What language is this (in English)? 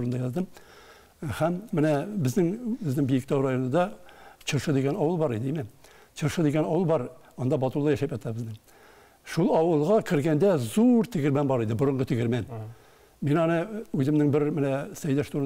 Tatar